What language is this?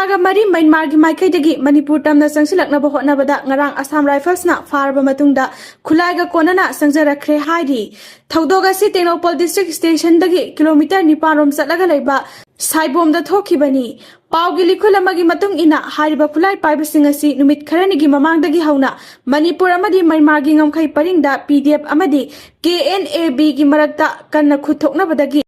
Manipuri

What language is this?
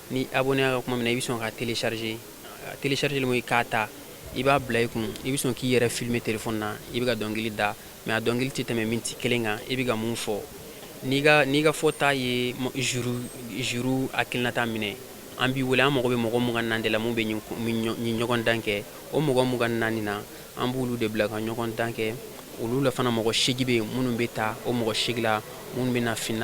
Bambara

